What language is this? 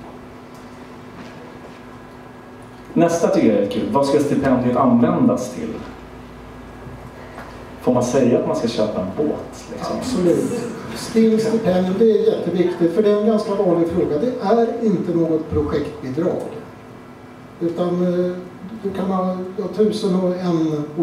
Swedish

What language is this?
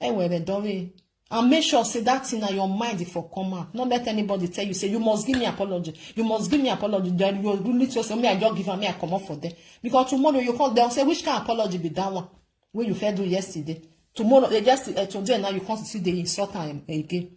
Nigerian Pidgin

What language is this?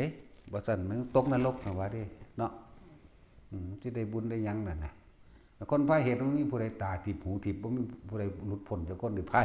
Northeastern Thai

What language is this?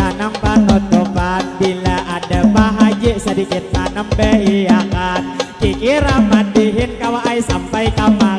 Banjar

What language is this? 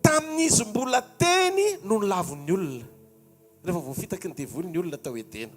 Malagasy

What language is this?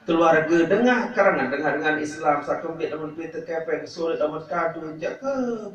Sasak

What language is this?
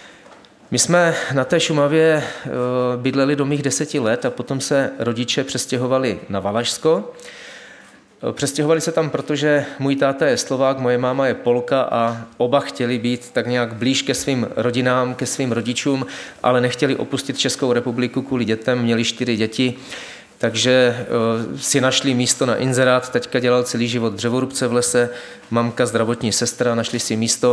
Czech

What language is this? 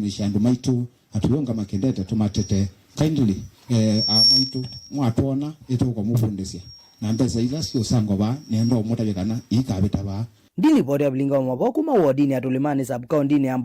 Kamba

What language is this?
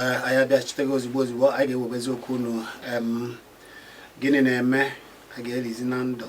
Igbo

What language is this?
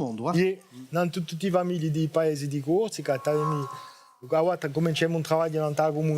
Corsican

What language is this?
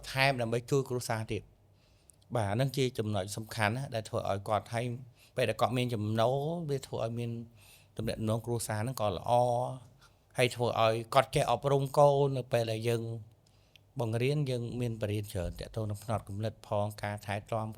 Khmer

